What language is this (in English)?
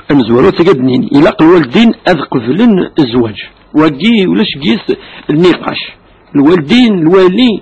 Kabyle